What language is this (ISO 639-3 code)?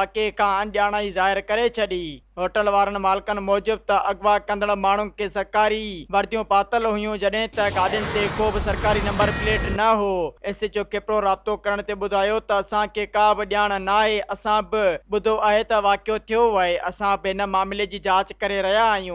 snd